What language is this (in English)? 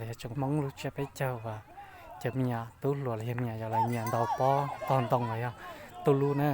Hmong